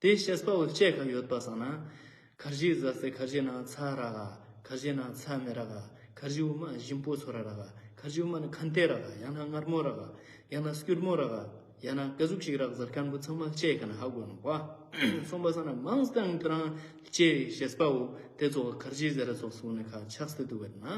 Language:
Ladakhi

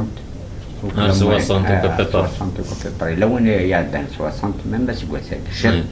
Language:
Kabyle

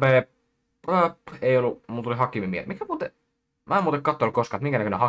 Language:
Finnish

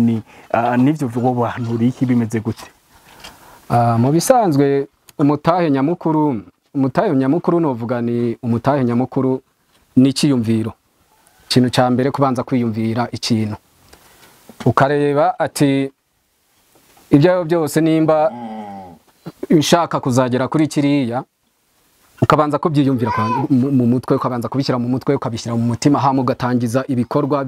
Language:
Rundi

